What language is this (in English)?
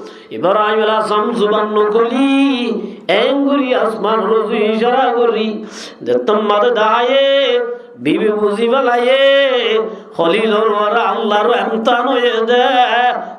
Rohingya